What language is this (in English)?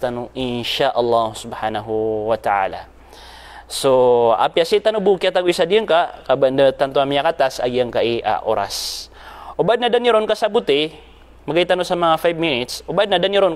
Maranao